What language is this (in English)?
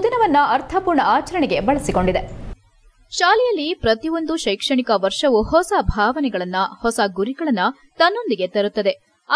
Kannada